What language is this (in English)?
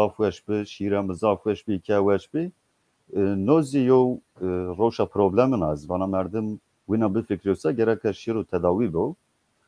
Zaza